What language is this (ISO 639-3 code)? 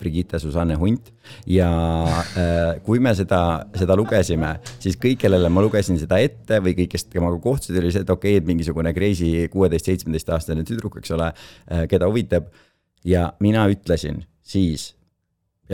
est